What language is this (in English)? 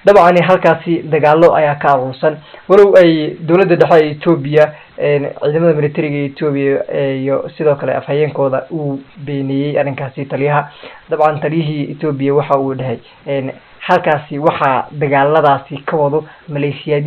Somali